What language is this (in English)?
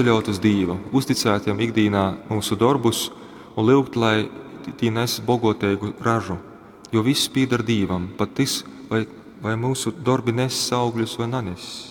Latgalian